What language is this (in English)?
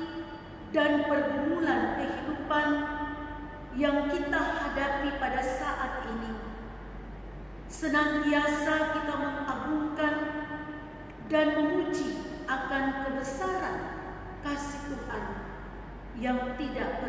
Indonesian